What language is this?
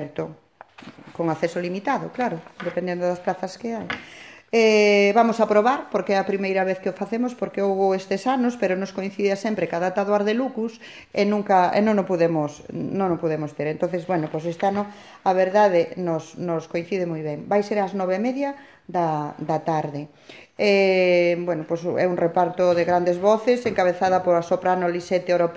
Galician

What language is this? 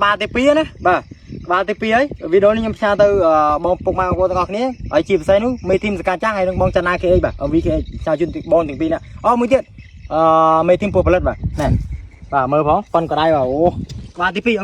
Khmer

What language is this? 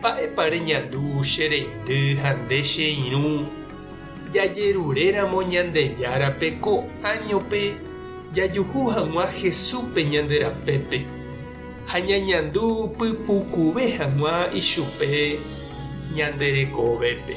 Guarani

